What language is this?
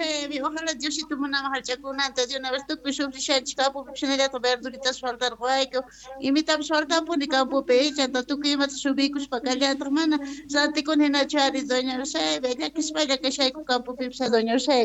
South Bolivian Quechua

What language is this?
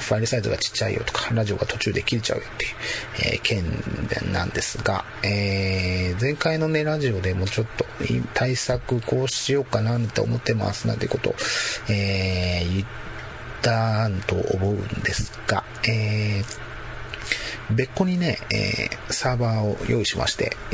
Japanese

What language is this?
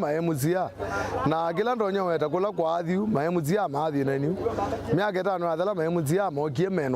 Kamba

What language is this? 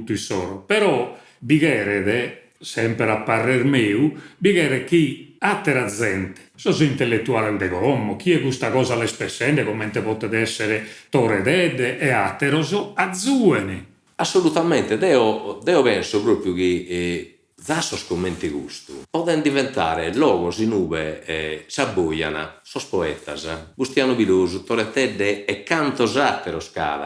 Sardinian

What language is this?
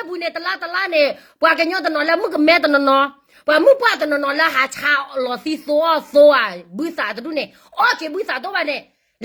S'gaw Karen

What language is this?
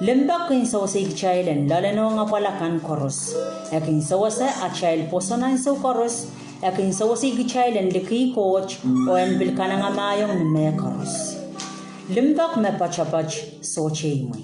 Pohnpeian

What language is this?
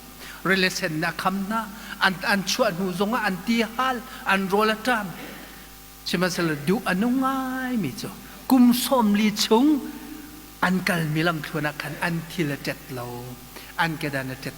Hakha Chin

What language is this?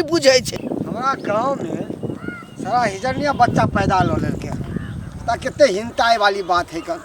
Maithili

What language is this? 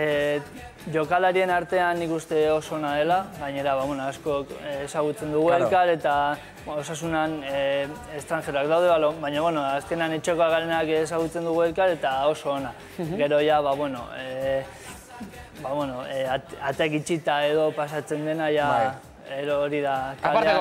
Basque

